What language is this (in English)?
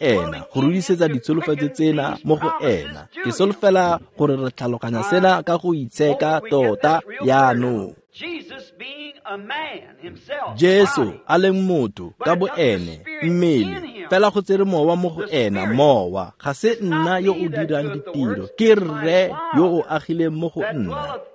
Tswana